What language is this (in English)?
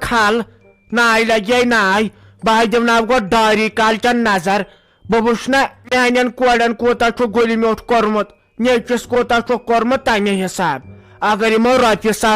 Kashmiri